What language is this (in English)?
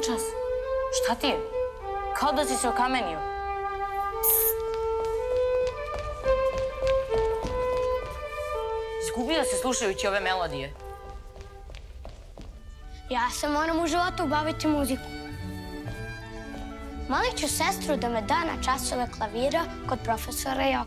Serbian